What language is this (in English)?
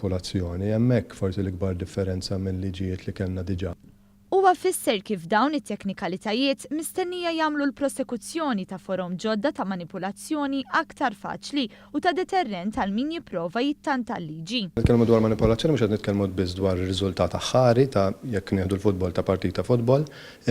Maltese